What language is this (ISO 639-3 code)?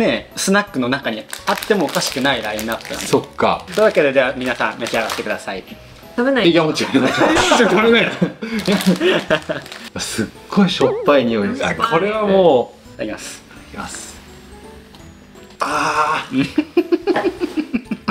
jpn